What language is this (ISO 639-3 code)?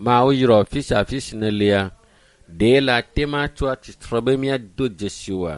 ewe